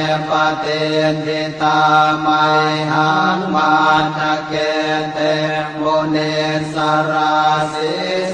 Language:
Pali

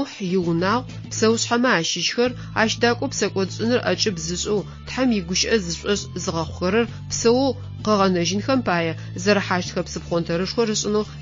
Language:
Adyghe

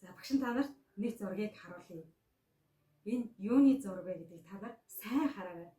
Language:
Mongolian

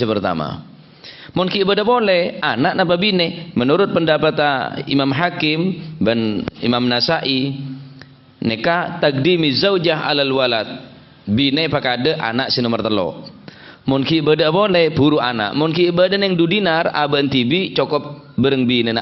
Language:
Madurese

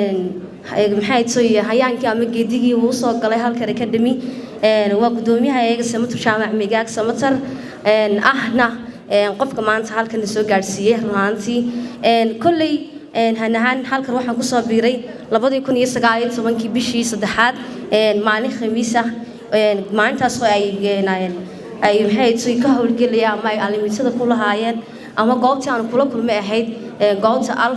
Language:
Somali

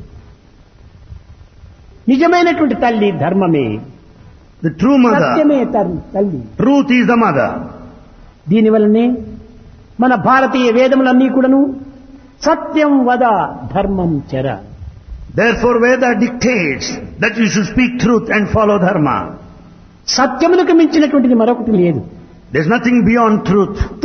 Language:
Telugu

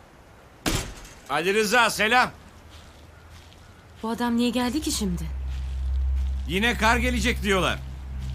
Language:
Turkish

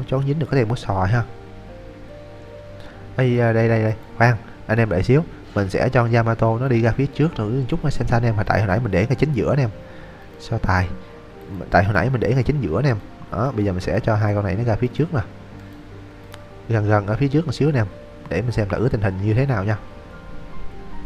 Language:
Vietnamese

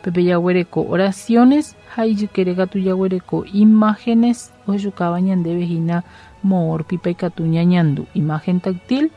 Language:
Guarani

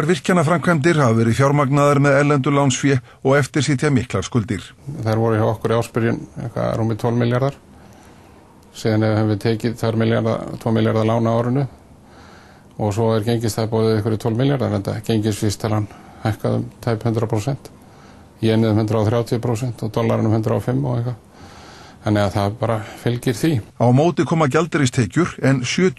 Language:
Icelandic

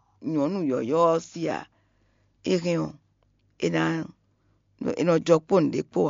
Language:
Fon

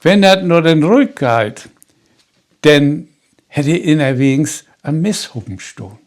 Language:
Low German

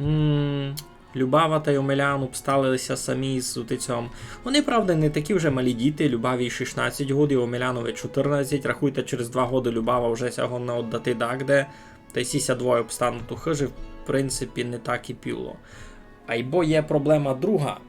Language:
Rusyn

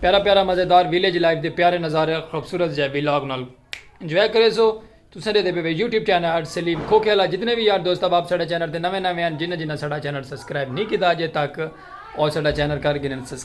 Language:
Saraiki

